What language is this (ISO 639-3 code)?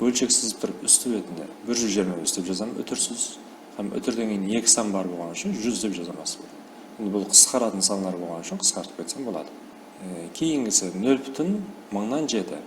kaa